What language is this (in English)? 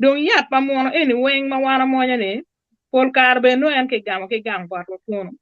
Acoli